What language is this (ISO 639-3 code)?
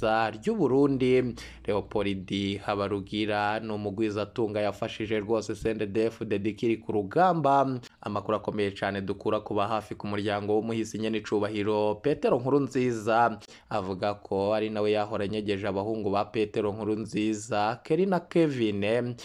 run